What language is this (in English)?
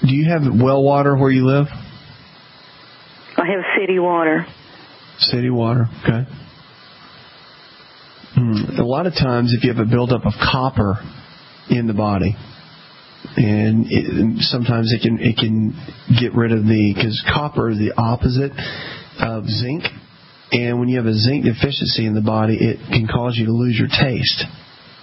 English